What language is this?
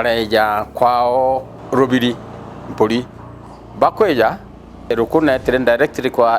Meru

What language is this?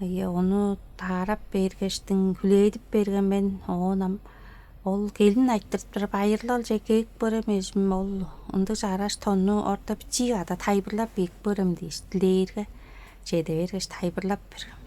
Tuvinian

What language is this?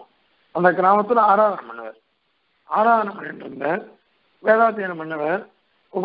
Tamil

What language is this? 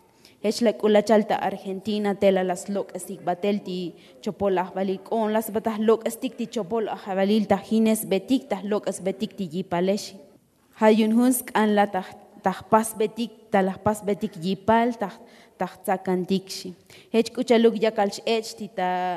Tzotzil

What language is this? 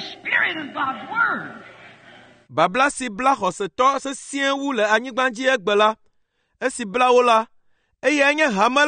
Ewe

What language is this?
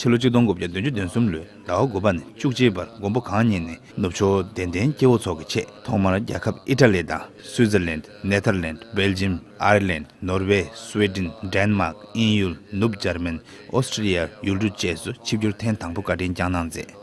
Tibetan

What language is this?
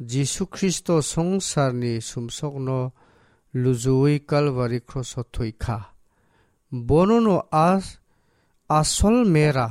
Kok Borok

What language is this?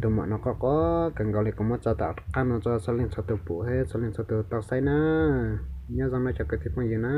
Hmong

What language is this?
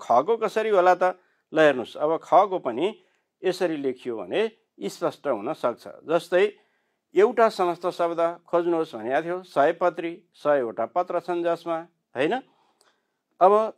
Nepali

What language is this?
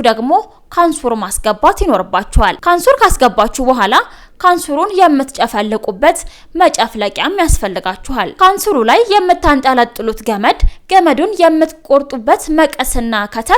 Amharic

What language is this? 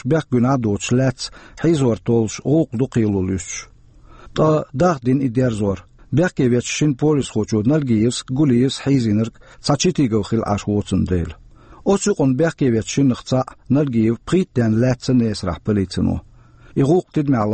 Chechen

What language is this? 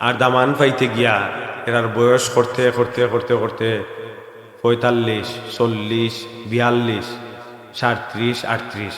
Sylheti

